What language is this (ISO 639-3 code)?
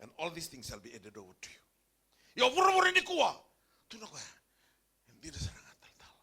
fij